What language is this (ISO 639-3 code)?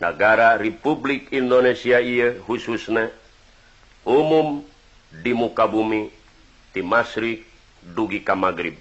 sun